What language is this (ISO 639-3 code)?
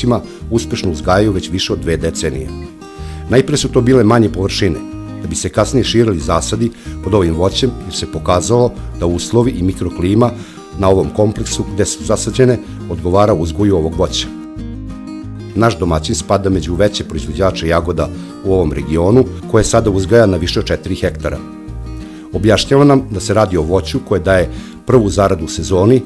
srp